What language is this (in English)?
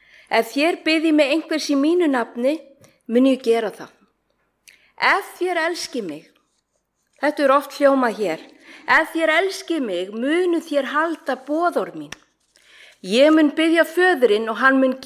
Icelandic